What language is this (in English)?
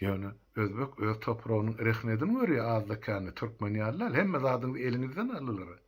Turkmen